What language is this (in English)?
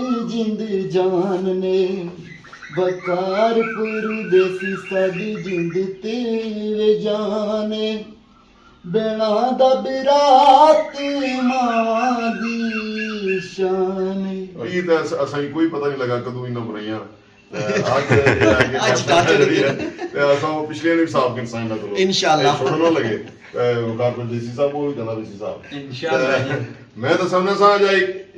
Pahari-Potwari